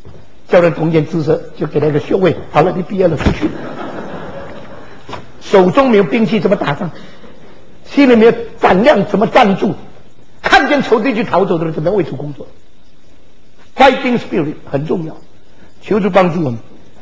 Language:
Chinese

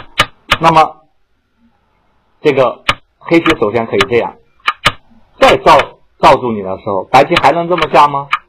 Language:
Chinese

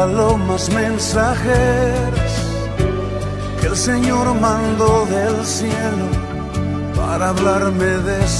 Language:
Spanish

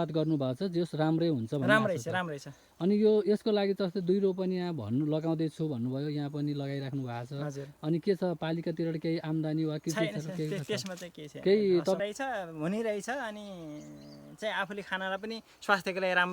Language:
Nepali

